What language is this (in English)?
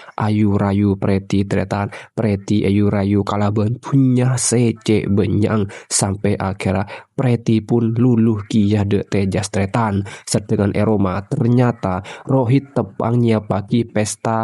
Madurese